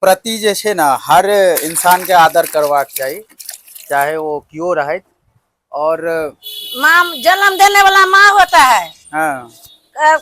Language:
Maithili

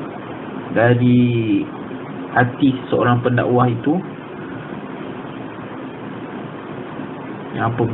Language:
Malay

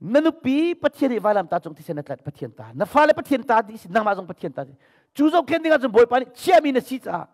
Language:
Hakha Chin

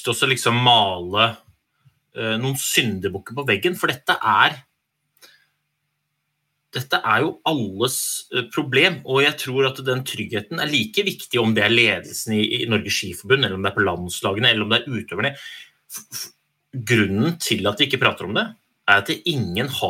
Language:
Norwegian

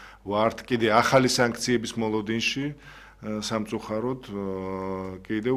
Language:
Georgian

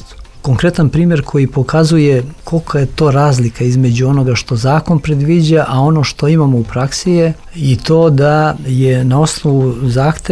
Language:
Serbian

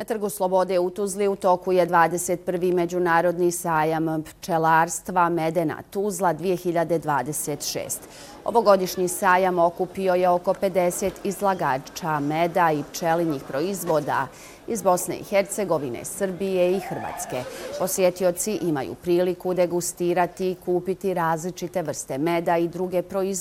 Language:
Bosnian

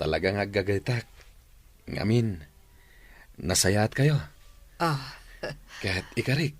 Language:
Iloko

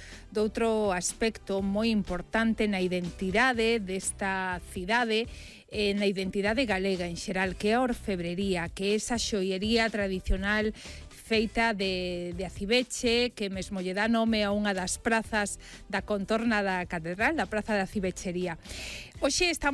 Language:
Galician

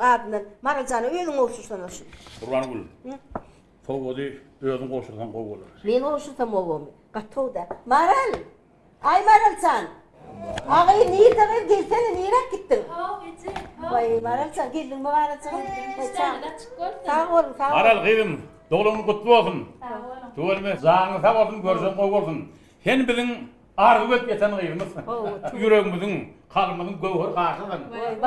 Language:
Turkmen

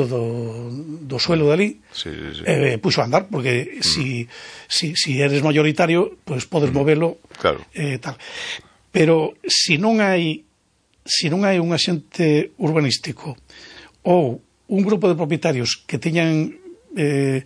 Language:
Galician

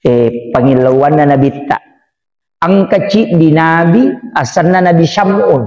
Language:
Buginese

